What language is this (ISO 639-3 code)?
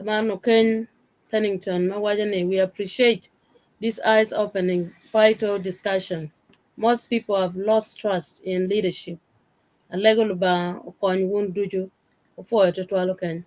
ach